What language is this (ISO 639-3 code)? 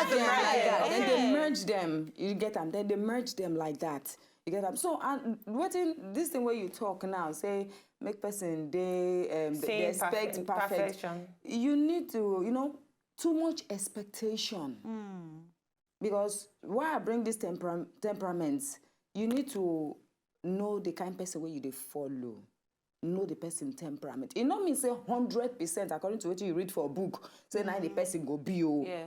pcm